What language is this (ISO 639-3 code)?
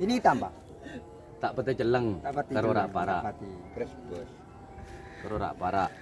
mad